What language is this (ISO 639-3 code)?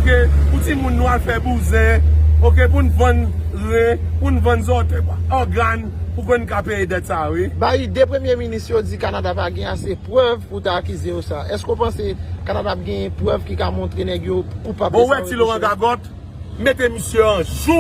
hat